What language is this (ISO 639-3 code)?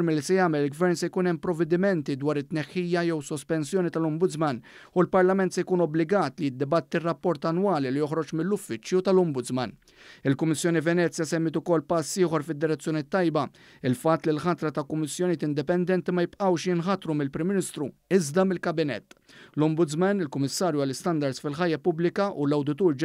mlt